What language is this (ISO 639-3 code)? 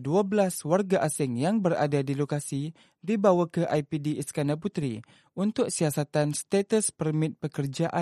msa